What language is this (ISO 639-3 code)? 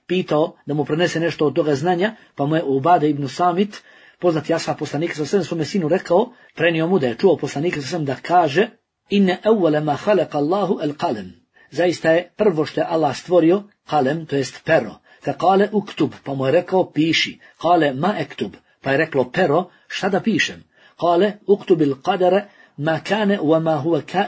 bos